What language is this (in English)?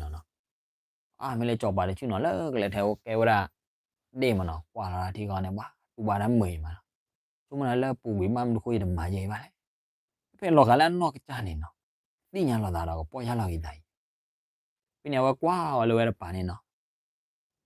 S'gaw Karen